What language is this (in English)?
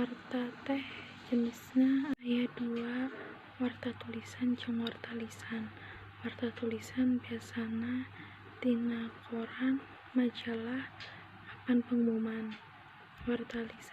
Sundanese